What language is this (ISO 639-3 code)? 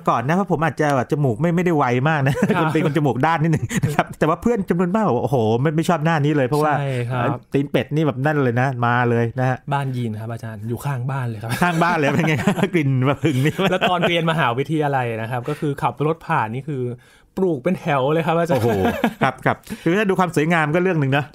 tha